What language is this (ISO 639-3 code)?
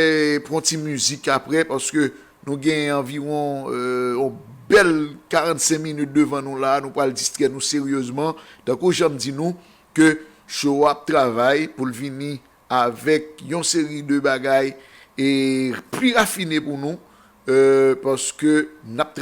hat